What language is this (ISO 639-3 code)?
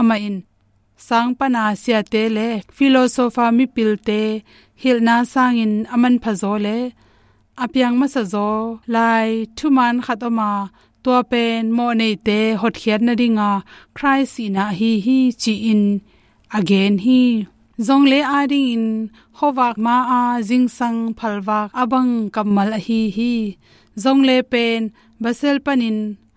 ctd